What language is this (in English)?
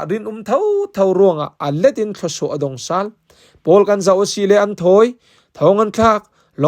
Falam Chin